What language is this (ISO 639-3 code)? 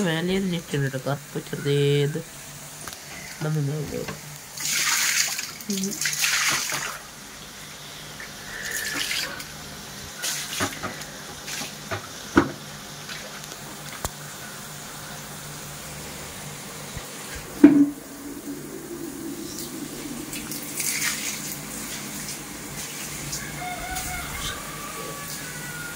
mal